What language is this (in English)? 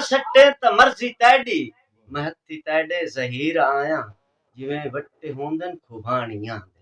Saraiki